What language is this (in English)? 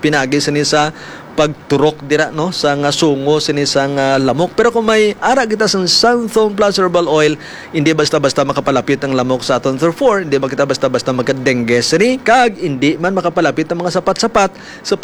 Hiligaynon